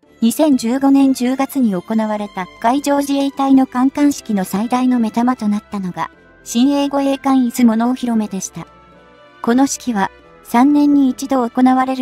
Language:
Japanese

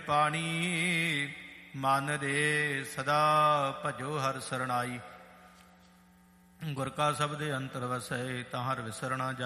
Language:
Punjabi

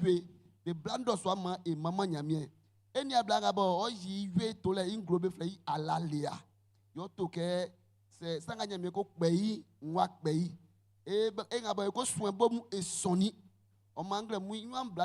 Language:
Baoulé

